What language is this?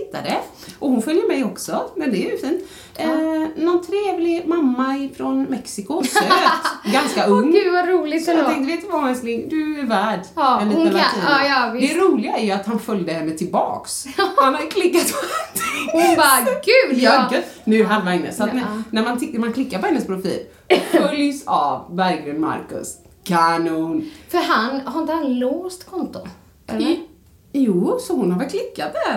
Swedish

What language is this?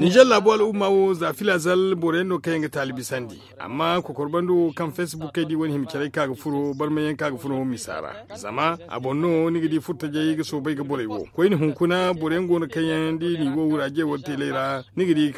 Zarma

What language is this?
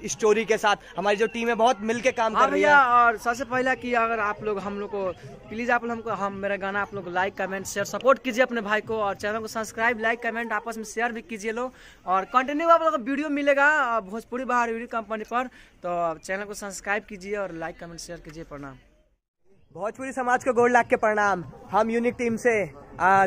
Bhojpuri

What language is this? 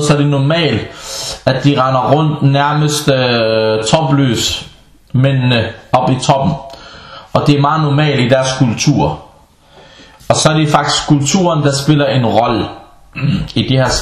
Danish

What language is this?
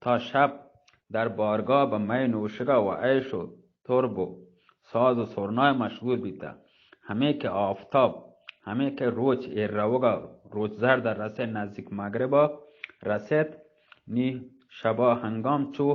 Eastern Balochi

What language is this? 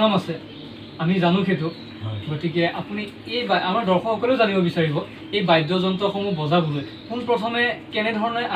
Assamese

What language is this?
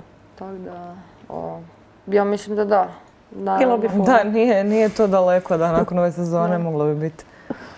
Croatian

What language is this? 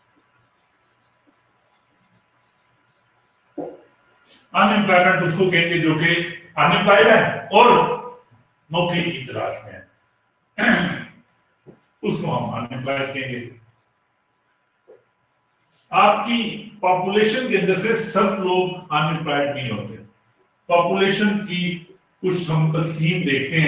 Urdu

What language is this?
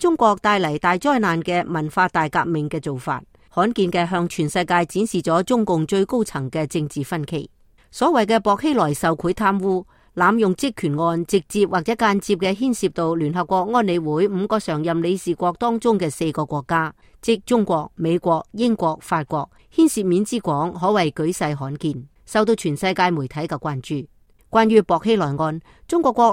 Cantonese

